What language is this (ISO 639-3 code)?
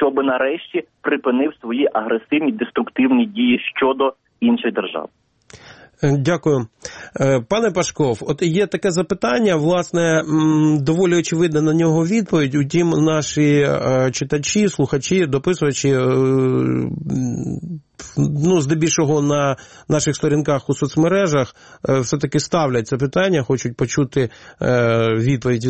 ukr